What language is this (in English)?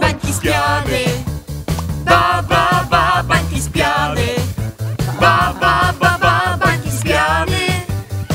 Polish